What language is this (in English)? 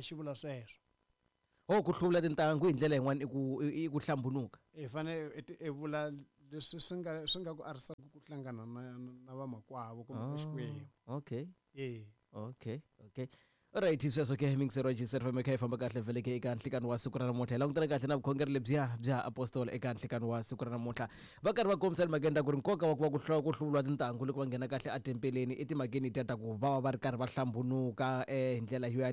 Tsonga